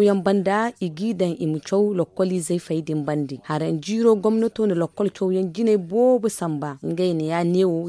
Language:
Zarma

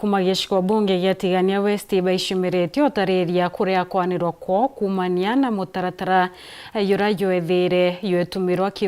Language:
Meru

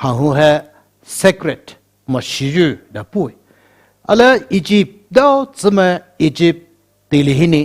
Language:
Poumei Naga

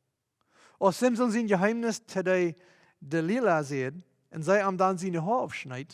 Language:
Plautdietsch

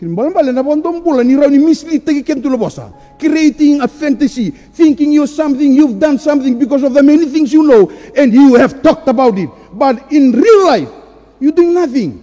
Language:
Fijian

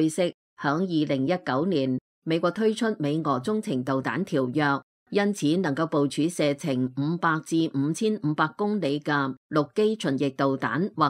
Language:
Cantonese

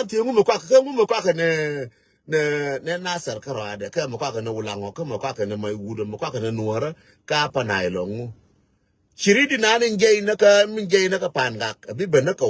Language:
Nuer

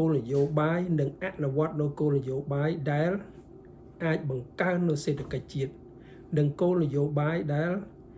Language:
Khmer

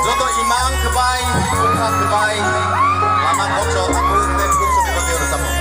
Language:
Kok Borok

